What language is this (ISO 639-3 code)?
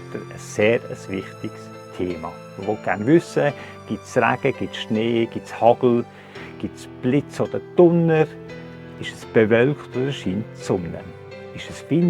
gsw